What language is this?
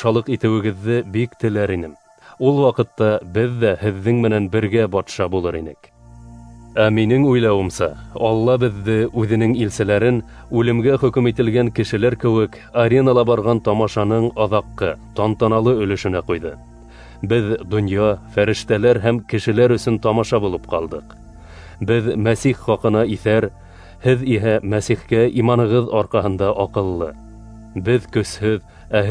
Bashkir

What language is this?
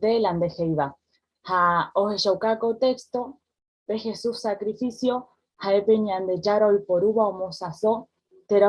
Guarani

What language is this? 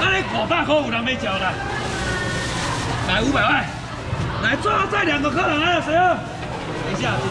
Chinese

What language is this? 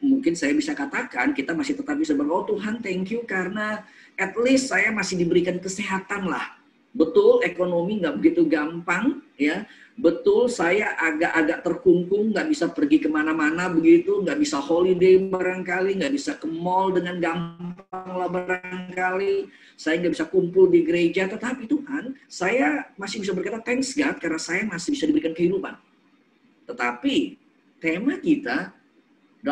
Indonesian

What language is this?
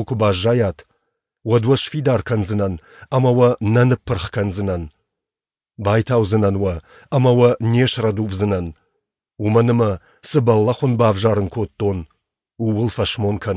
Ossetic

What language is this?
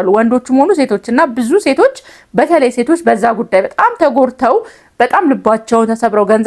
Amharic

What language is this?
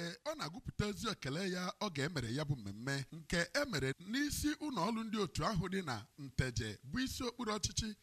Igbo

